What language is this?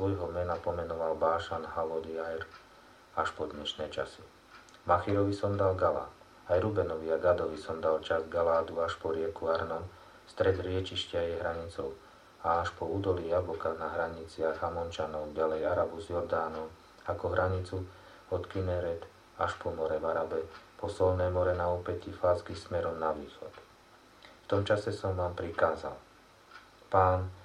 Slovak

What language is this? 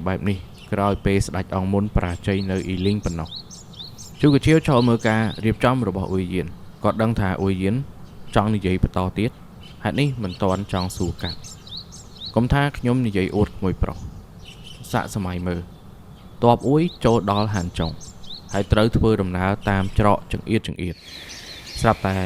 Khmer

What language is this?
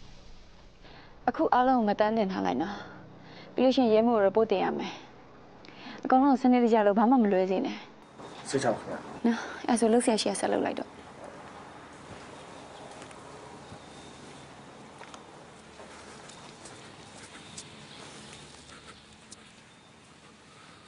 Burmese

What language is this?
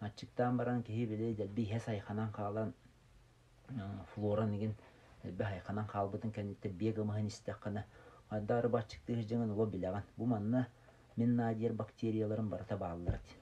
Yakut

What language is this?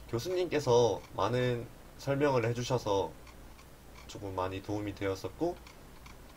Korean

